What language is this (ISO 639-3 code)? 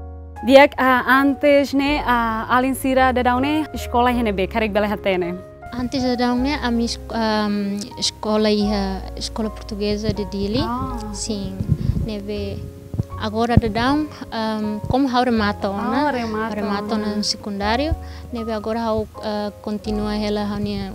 tet